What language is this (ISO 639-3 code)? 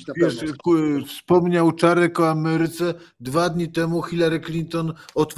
pol